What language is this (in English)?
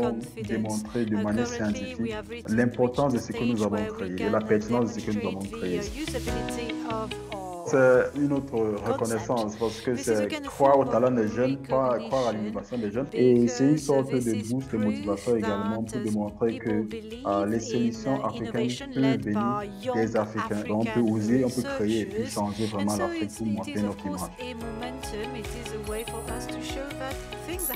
French